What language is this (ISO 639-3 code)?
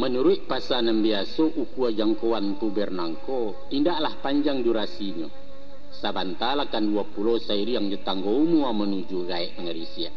min